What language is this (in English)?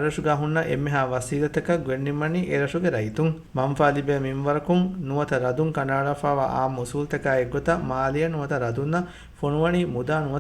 Divehi